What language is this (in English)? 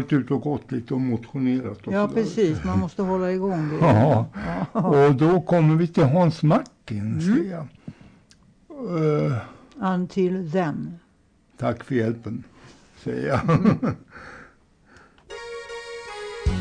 Swedish